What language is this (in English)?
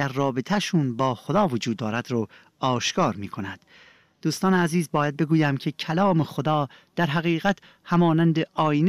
Persian